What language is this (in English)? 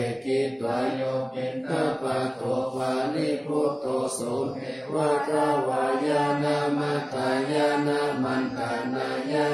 Pali